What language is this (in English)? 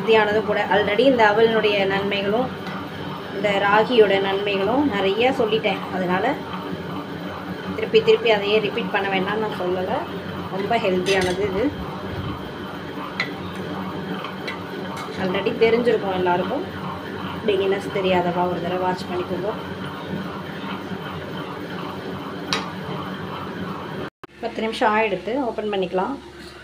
Tamil